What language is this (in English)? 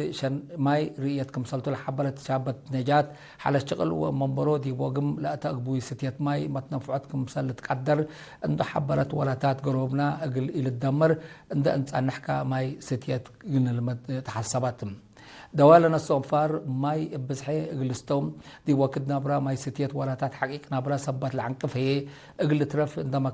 Tigre